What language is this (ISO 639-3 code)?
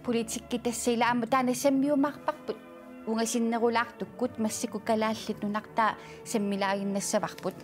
kal